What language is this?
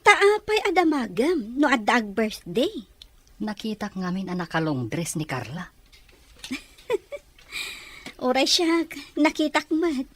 Iloko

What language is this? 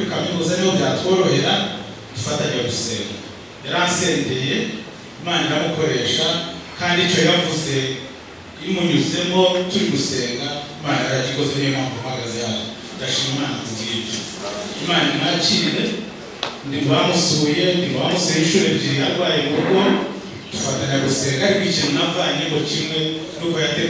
Kinyarwanda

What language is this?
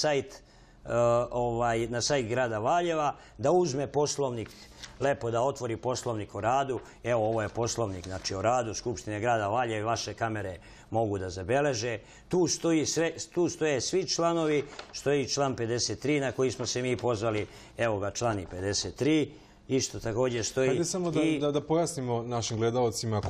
Serbian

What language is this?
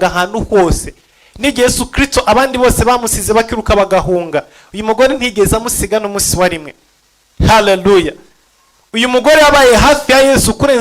Kinyarwanda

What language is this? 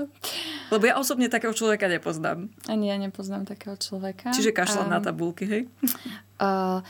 Slovak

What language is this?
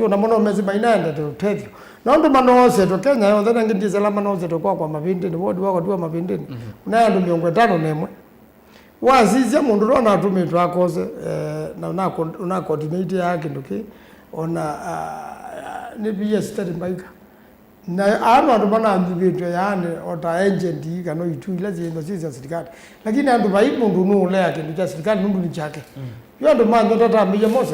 Kamba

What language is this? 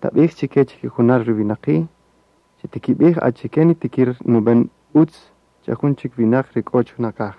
Kaqchikel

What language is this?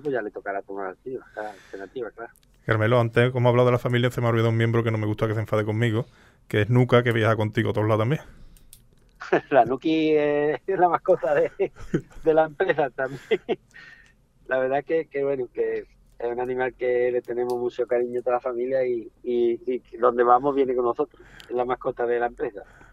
Spanish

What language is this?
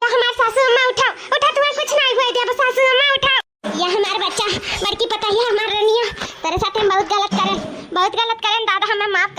Awadhi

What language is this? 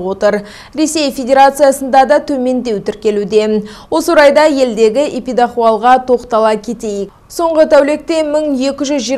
Kazakh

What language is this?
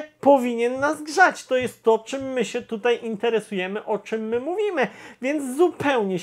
Polish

